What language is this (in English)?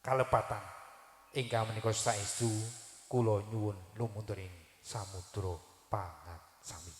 Javanese